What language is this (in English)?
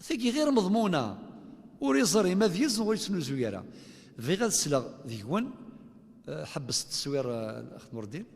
Kabyle